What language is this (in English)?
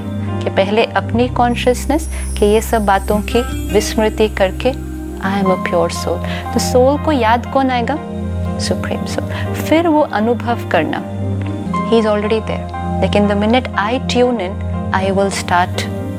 Hindi